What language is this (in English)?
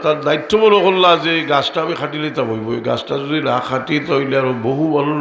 Sylheti